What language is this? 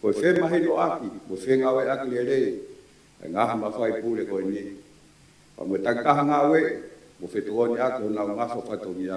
Tongan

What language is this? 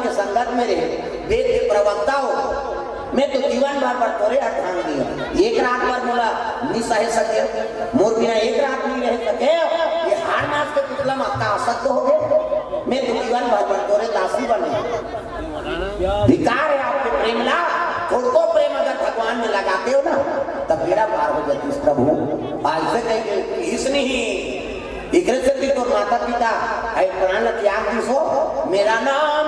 Chhattisgarhi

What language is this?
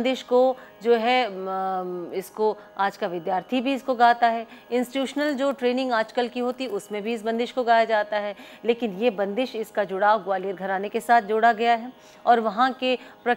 Hindi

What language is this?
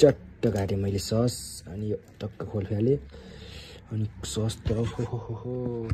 Nepali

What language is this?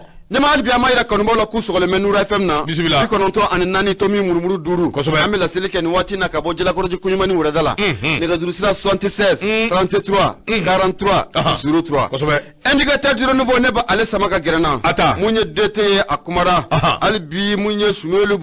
Bambara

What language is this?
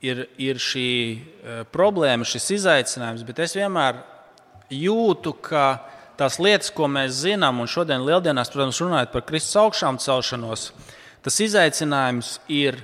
Latvian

